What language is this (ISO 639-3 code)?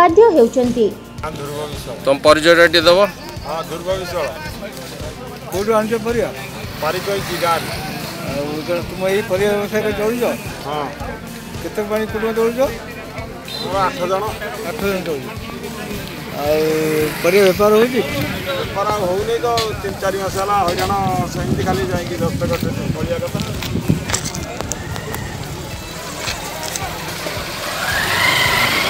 ori